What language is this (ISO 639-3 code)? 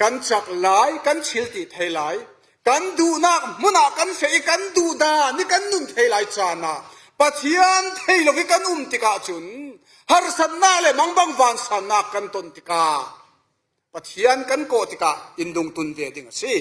cfm